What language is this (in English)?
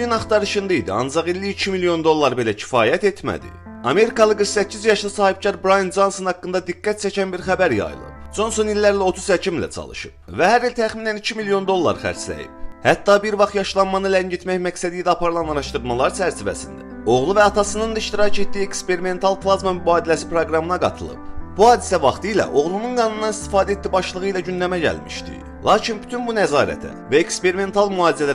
Azerbaijani